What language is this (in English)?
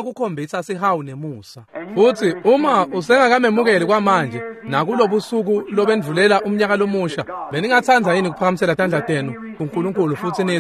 Swati